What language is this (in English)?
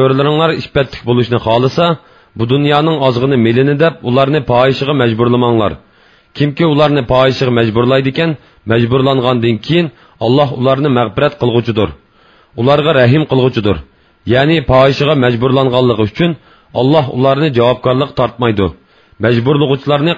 Uyghur